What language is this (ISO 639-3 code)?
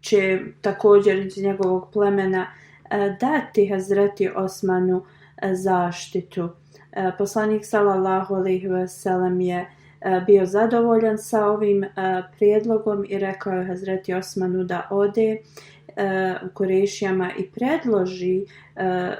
bos